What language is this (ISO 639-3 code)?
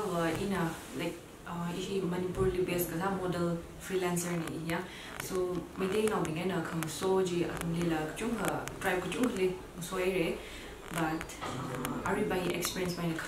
nmf